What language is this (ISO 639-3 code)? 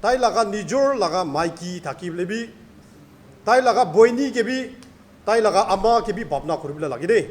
nag